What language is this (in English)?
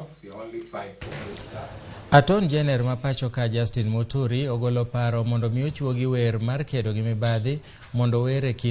Luo (Kenya and Tanzania)